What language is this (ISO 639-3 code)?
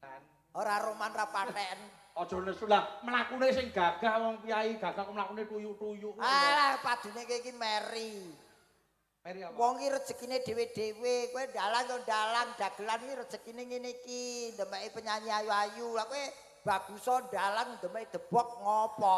jav